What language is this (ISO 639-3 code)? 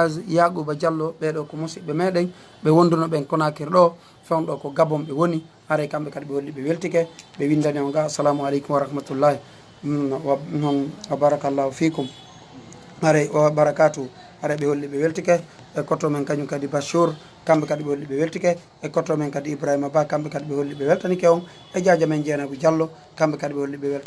ful